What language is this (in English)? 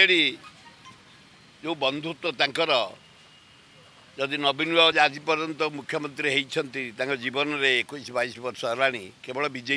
Odia